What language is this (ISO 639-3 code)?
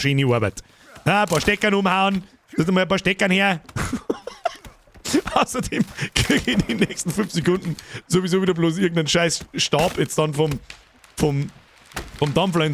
bar